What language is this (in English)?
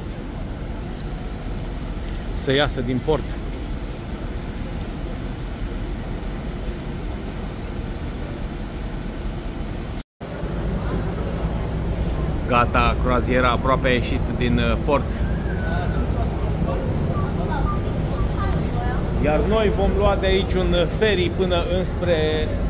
Romanian